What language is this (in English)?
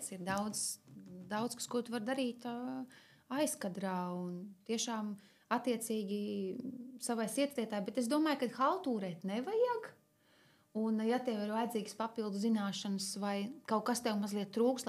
Latvian